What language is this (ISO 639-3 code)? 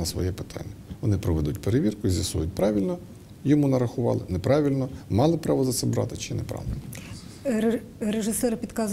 ukr